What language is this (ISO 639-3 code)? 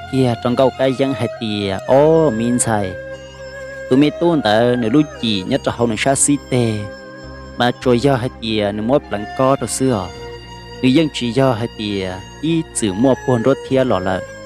hmn